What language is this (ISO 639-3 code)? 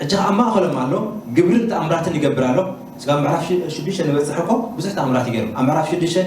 tir